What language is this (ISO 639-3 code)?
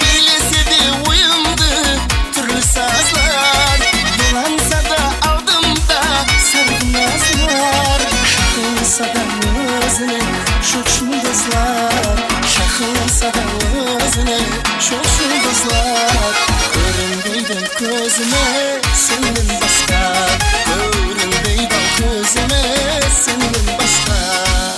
kaa